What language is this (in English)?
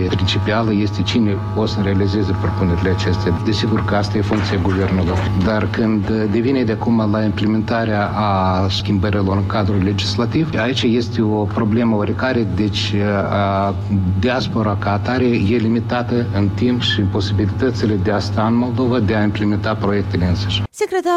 Romanian